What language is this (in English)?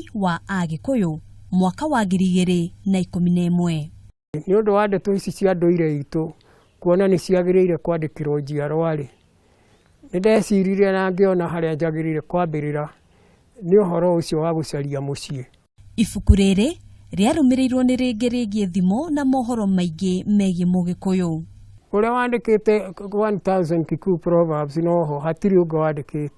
Kikuyu